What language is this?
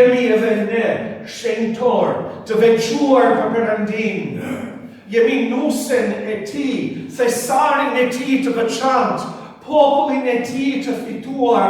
Albanian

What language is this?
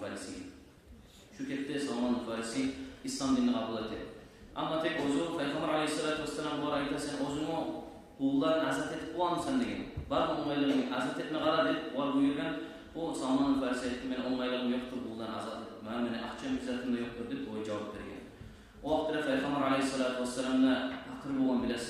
Kumyk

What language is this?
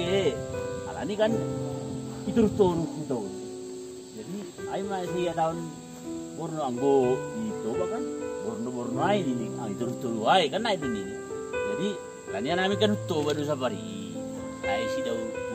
Batak Simalungun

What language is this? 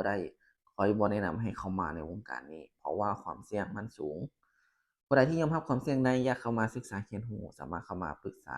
Lao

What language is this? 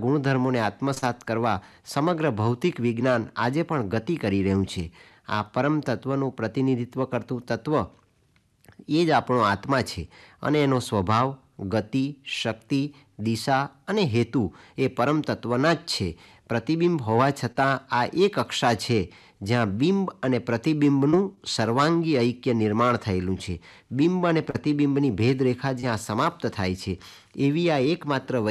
Gujarati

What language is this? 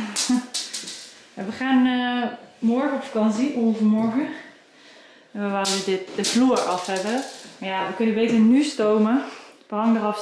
Dutch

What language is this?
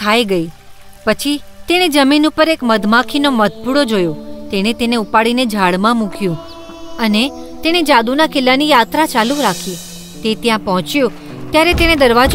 Gujarati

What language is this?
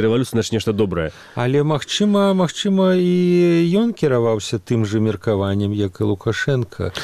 Belarusian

